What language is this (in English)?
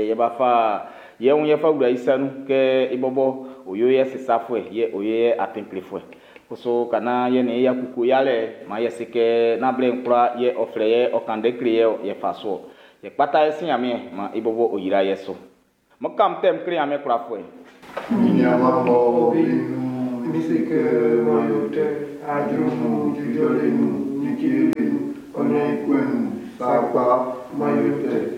Baoulé